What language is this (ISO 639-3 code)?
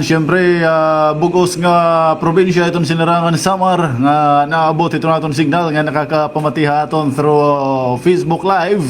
war